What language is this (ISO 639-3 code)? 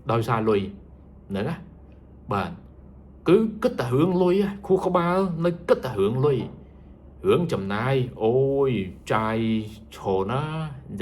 khm